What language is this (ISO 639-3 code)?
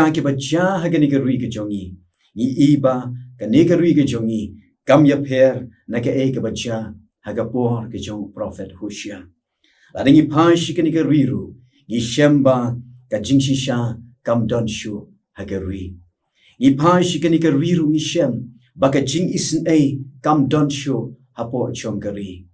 kha